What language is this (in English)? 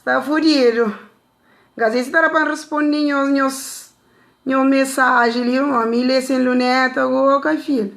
Kabuverdianu